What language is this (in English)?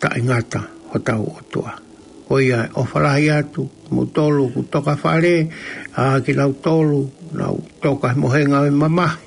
Tongan